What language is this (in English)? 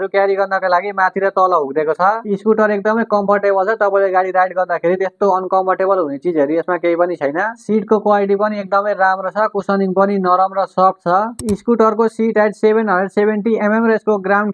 Nepali